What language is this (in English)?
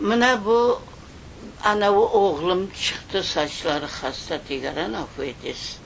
Crimean Tatar